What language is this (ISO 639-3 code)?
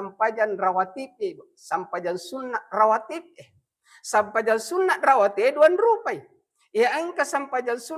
bug